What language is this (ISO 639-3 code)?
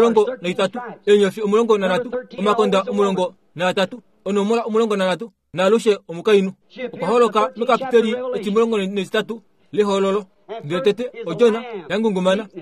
kua